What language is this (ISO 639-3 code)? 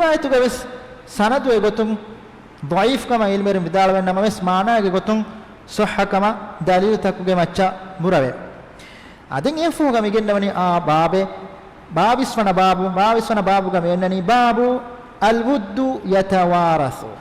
div